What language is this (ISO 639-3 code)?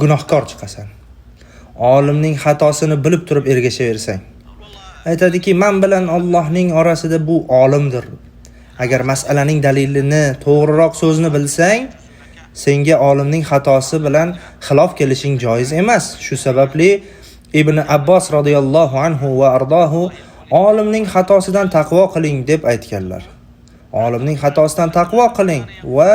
uzb